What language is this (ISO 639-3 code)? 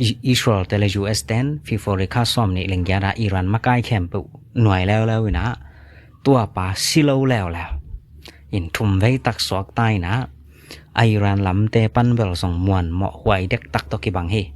ctd